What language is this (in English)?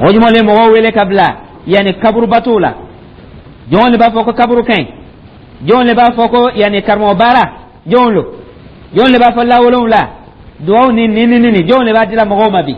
Dyula